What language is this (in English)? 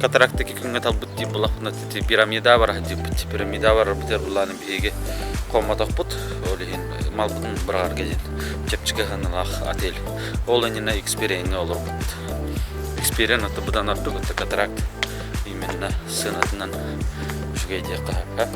Yakut